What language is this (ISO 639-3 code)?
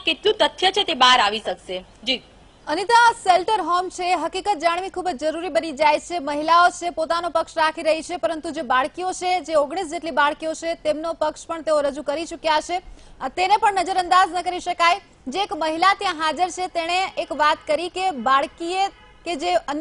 guj